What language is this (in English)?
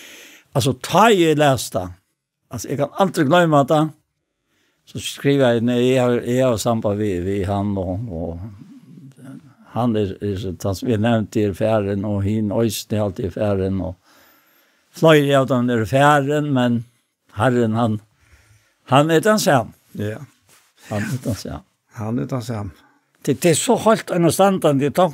Faroese